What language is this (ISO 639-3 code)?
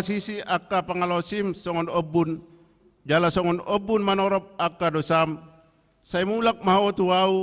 bbc